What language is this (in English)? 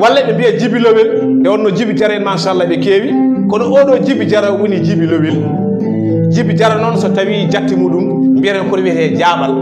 Fula